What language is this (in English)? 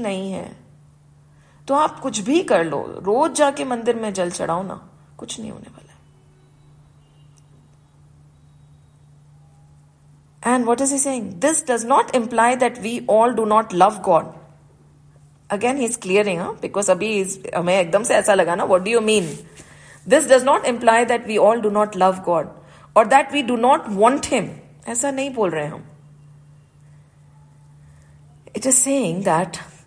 Hindi